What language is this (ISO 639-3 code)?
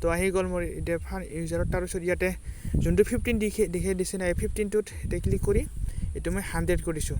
asm